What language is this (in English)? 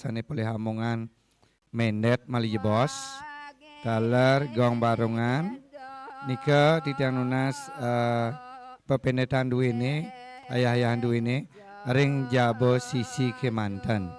Balinese